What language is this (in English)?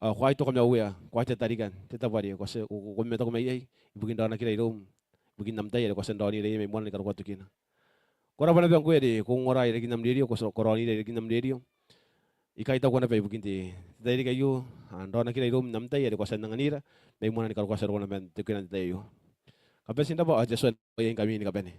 Gilbertese